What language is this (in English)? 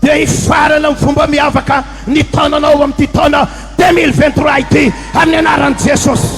Malagasy